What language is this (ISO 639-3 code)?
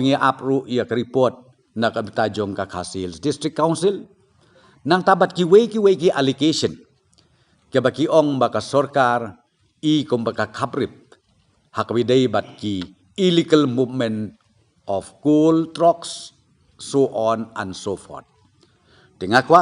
kha